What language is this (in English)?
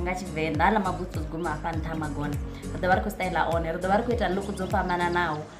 Venda